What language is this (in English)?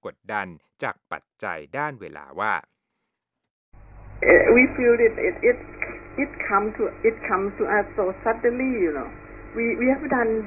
Thai